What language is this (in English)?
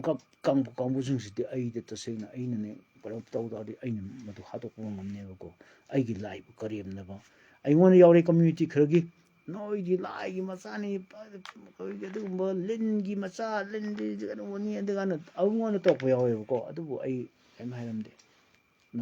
Manipuri